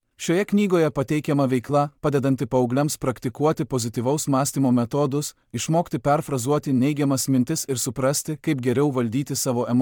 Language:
Lithuanian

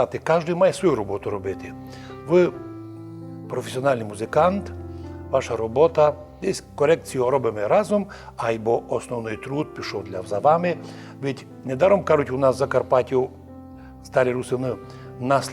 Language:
Rusyn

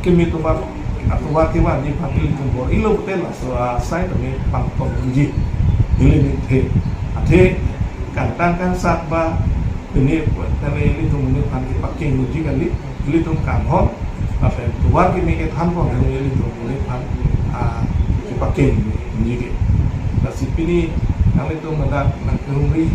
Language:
Karbi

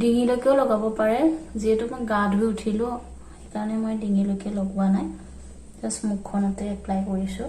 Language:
Assamese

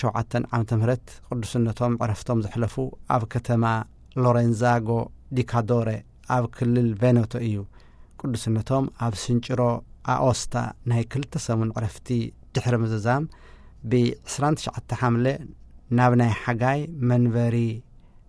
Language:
Tigrinya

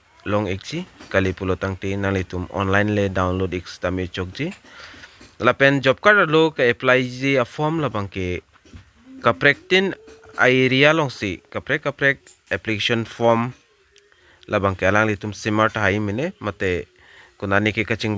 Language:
Karbi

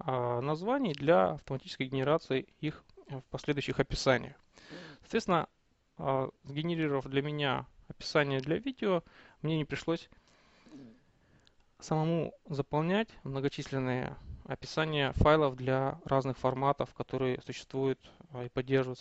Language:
Russian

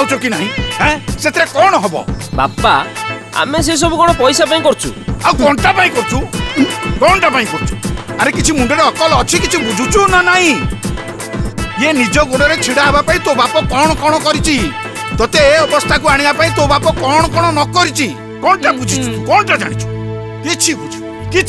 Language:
Odia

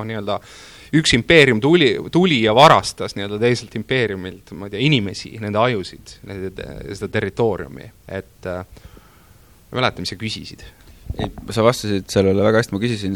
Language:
Estonian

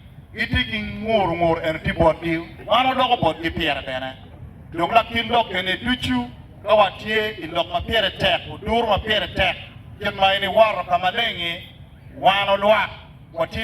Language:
Acoli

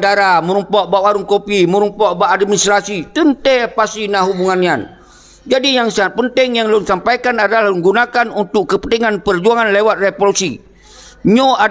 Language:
Achinese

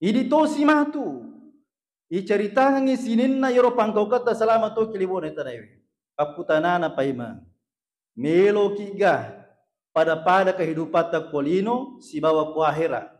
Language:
Buginese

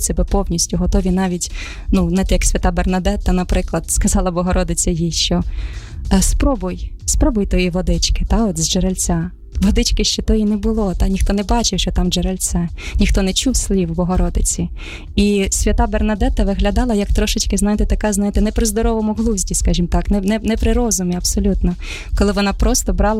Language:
Ukrainian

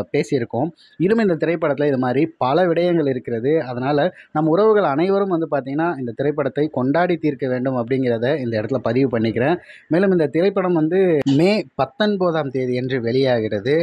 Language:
Tamil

